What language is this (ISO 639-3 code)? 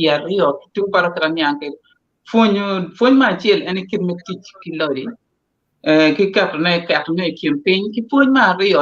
ach